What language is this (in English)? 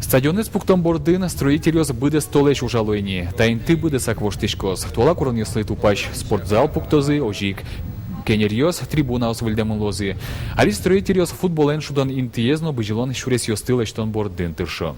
Udmurt